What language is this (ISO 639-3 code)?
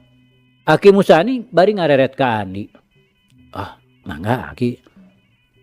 sun